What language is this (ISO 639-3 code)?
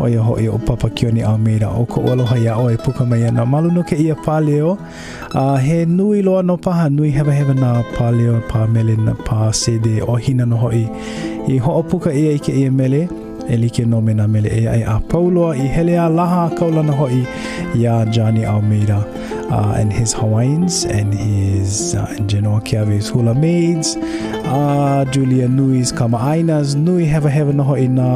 haw